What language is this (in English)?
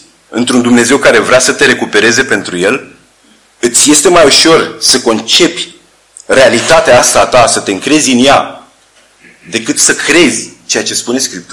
Romanian